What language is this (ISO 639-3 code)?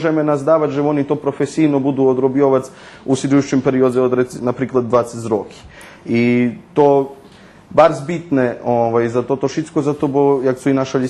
rue